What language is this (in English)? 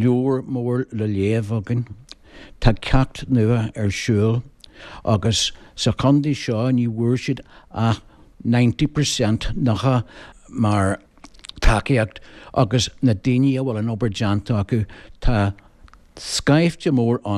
Irish